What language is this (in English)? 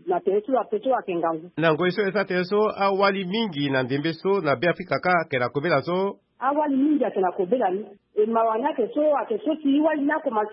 Sango